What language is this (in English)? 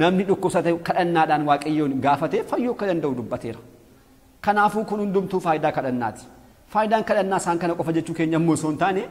Oromo